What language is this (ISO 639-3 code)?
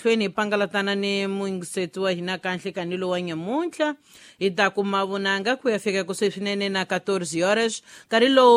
tso